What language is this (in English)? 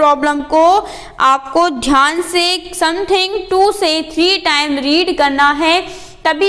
Hindi